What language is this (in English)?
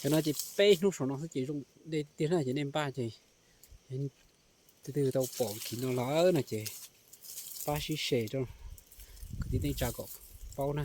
Hmong